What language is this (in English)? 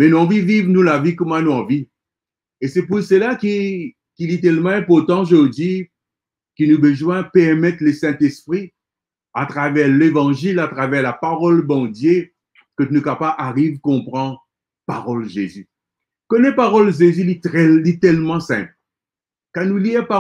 Morisyen